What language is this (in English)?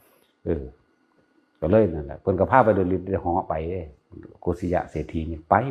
Northeastern Thai